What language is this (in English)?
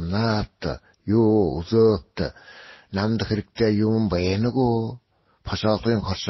Buriat